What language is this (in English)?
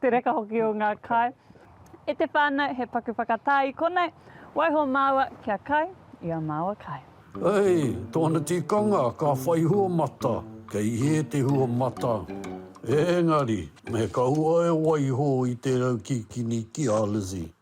Māori